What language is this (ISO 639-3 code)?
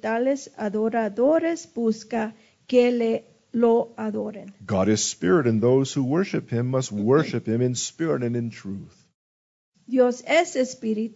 spa